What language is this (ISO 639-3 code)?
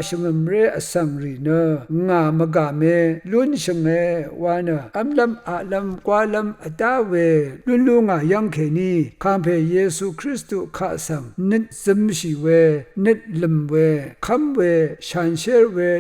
raw